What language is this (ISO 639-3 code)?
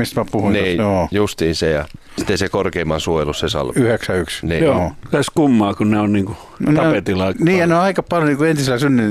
fin